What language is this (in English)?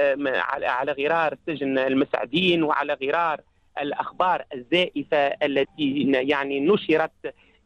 Tunisian Arabic